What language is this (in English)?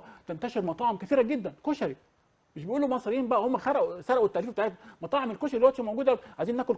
Egyptian Arabic